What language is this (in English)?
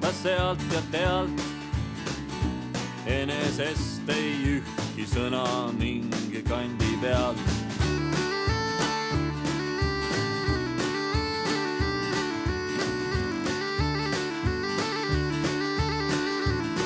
Estonian